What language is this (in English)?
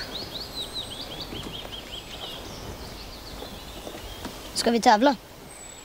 Swedish